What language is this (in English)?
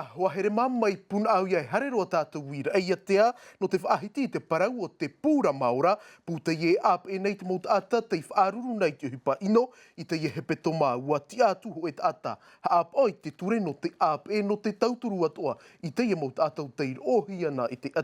Tahitian